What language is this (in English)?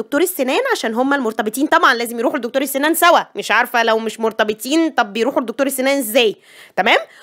Egyptian Arabic